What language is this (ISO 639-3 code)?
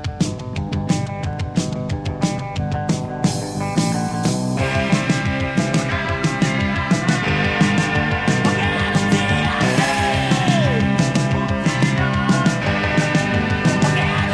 eus